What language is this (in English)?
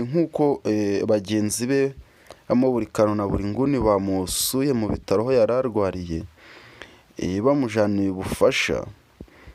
Kinyarwanda